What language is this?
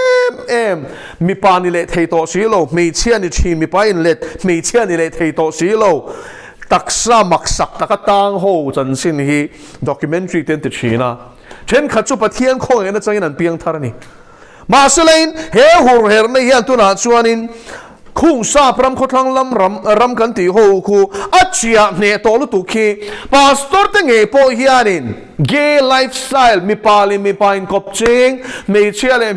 Mizo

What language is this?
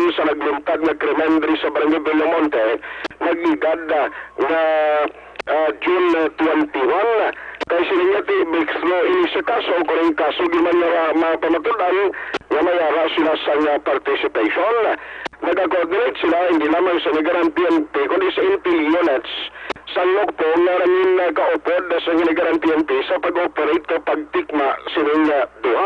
Hiligaynon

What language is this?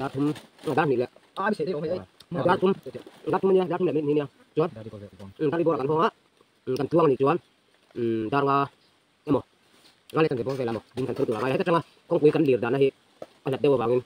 Mizo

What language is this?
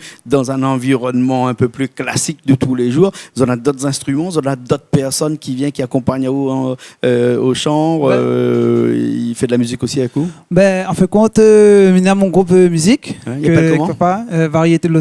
Réunion Creole French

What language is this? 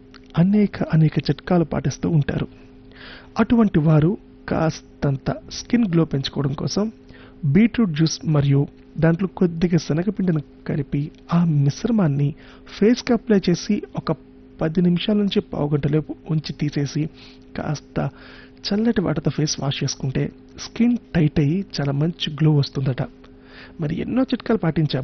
Telugu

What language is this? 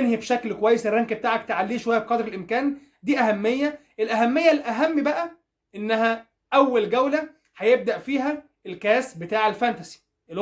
Egyptian Arabic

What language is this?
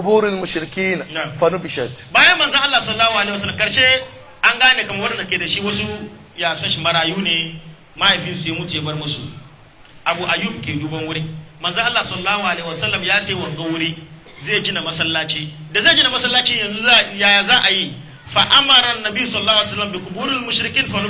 Hausa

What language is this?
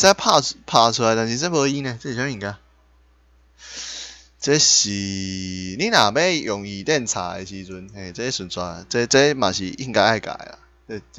Min Nan Chinese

